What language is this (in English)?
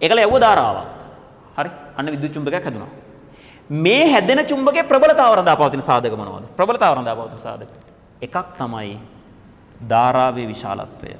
Sinhala